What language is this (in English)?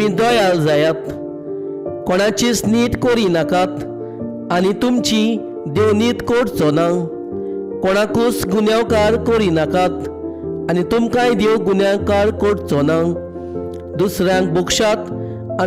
Konkani